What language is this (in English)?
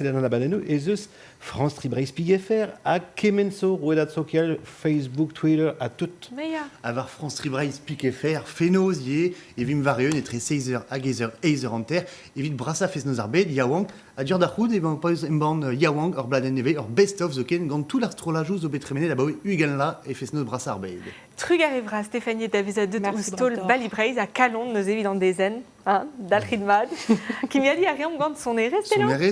Breton